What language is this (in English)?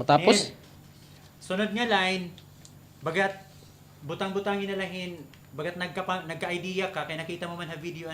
Waray